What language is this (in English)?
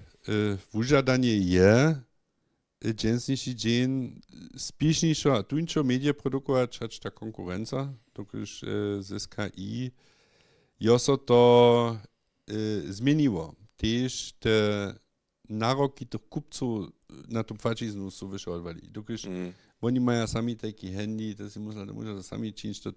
Upper Sorbian